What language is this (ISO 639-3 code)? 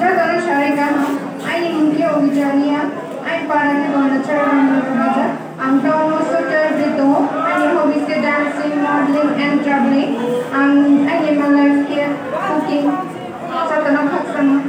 ria